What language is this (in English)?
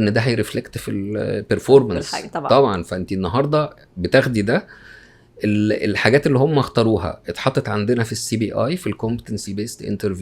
Egyptian Arabic